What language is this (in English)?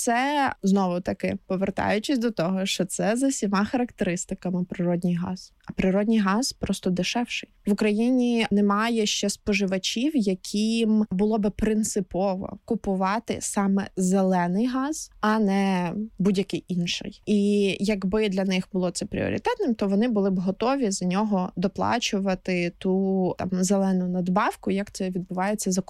Ukrainian